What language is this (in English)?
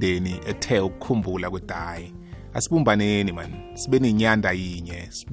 South Ndebele